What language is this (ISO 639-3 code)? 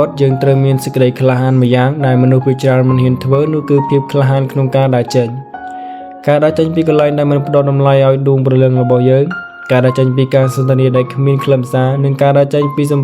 khm